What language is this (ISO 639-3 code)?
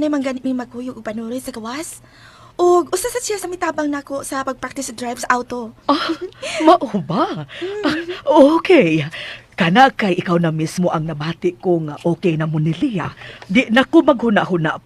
ceb